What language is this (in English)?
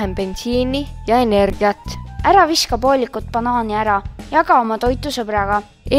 Estonian